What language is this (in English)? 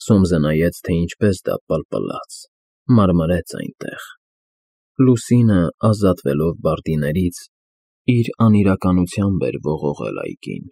Armenian